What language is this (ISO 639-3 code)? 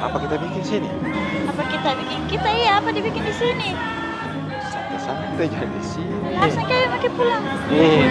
mfp